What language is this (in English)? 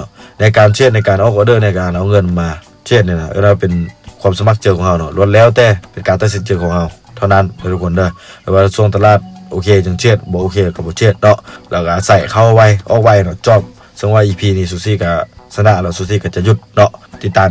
Lao